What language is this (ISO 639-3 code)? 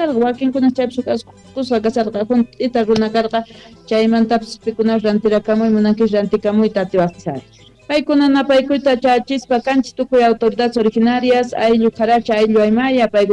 que